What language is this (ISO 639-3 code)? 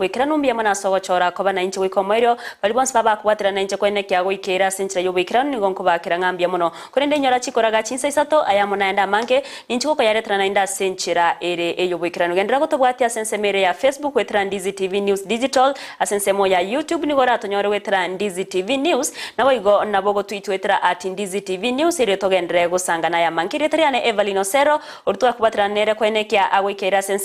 guz